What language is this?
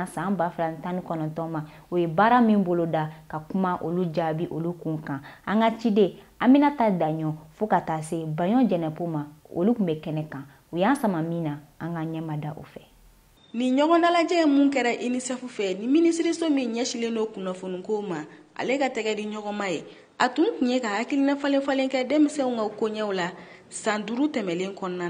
Bambara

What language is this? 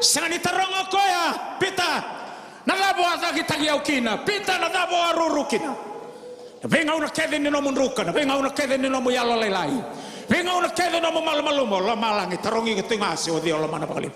Fijian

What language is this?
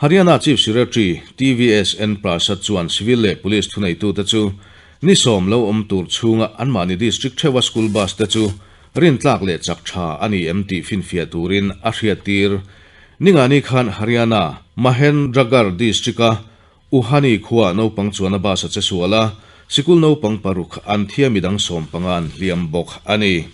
Mizo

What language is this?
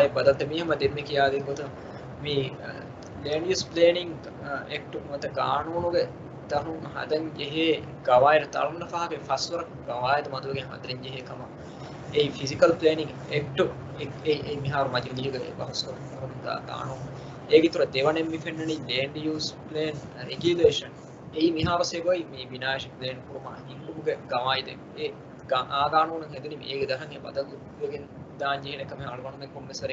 Divehi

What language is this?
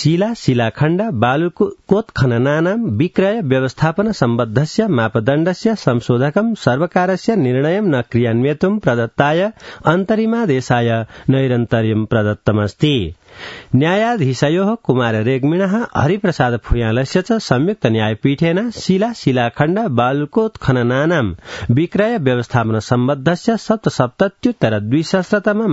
Sanskrit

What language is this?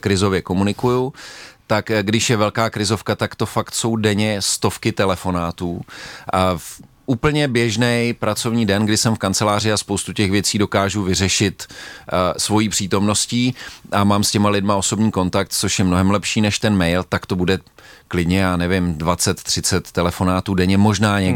Czech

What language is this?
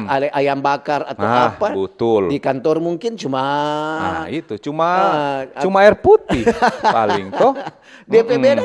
Manado Malay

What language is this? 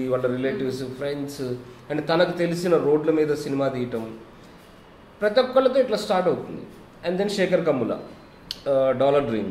Telugu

